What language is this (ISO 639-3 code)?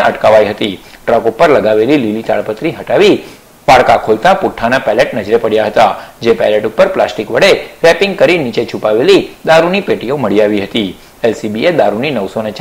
guj